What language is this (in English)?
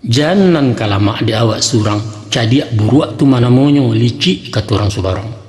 Minangkabau